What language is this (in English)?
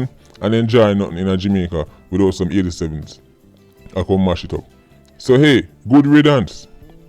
Jamaican Creole English